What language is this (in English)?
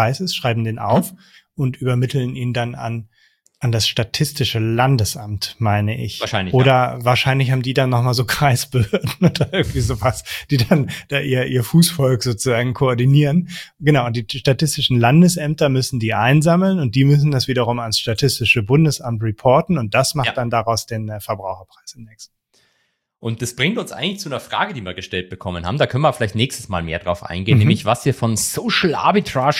German